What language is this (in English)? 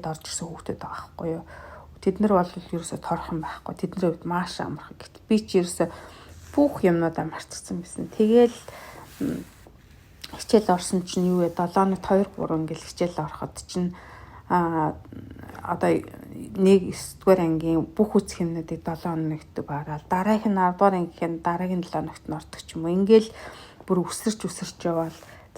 Mongolian